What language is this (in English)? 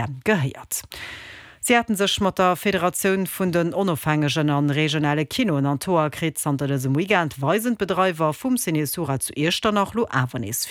Luxembourgish